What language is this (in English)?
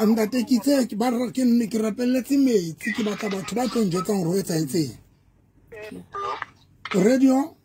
Southern Sotho